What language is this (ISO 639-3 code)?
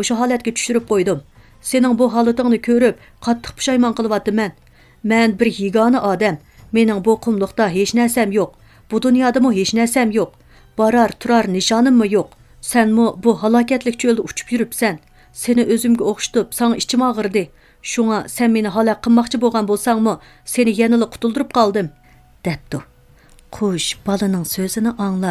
uig